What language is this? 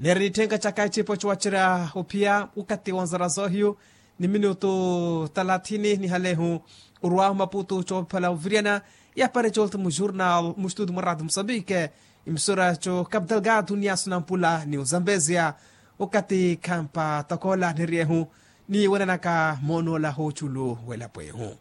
Makhuwa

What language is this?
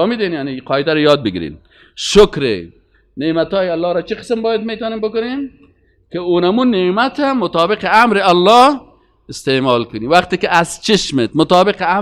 Persian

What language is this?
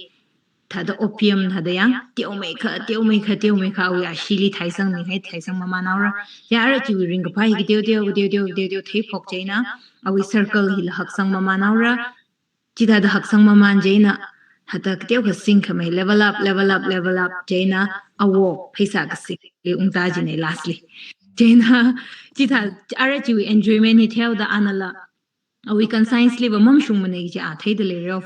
Tangkhul Naga (India)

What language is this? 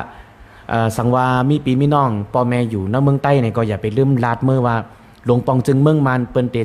Shan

